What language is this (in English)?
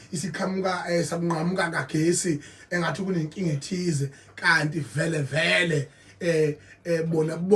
Zulu